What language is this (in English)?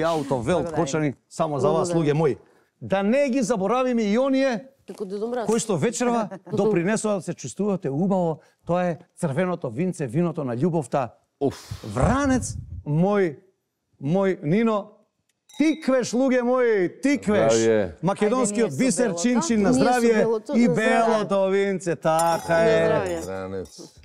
Macedonian